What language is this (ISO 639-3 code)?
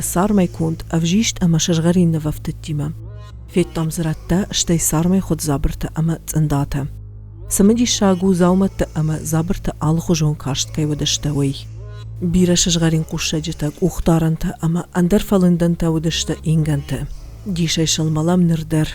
oss